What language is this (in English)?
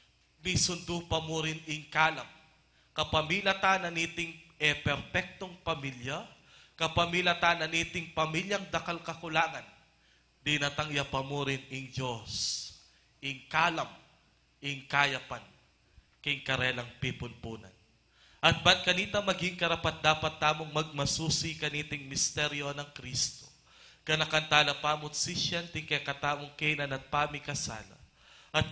Pampanga